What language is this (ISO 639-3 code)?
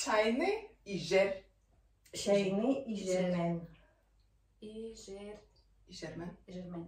tyv